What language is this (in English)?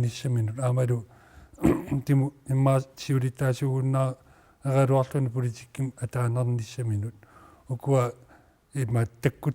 Kalaallisut